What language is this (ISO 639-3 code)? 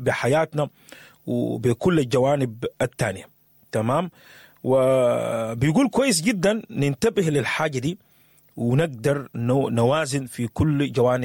apd